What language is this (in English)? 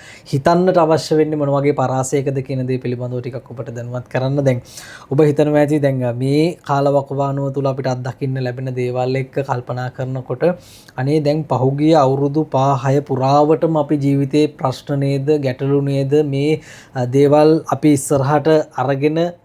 Sinhala